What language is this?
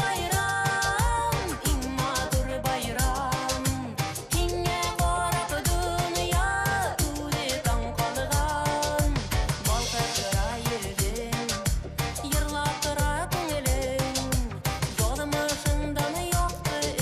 Bashkir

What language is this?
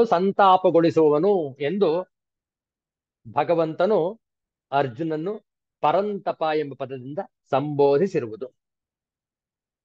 Kannada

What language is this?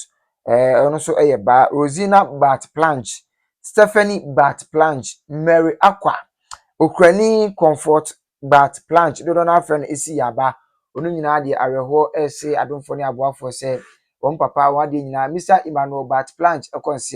Akan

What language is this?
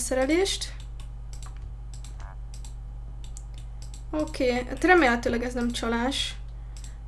Hungarian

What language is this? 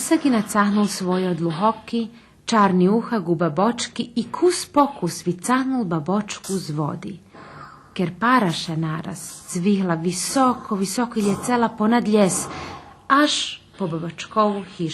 Rusyn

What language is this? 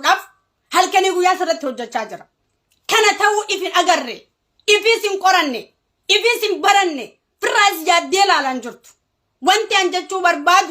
Oromo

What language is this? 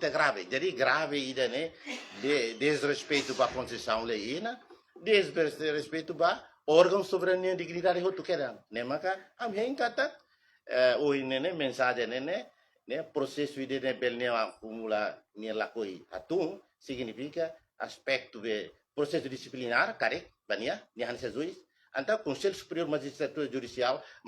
Tetum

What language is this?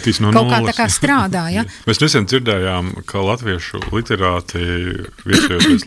Latvian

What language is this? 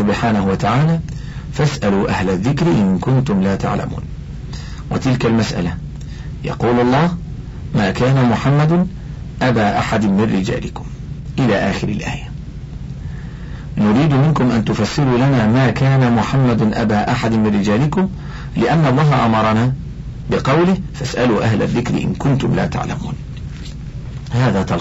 Arabic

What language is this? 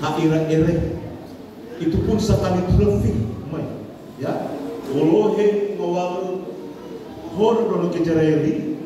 Nias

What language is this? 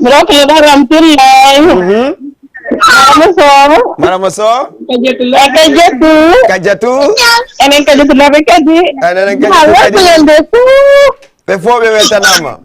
Fula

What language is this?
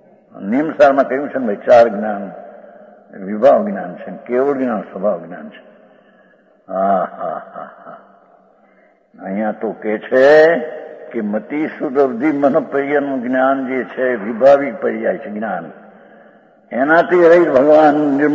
Gujarati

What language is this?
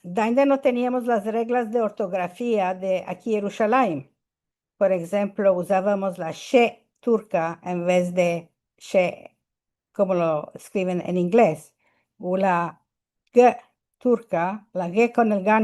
Ladino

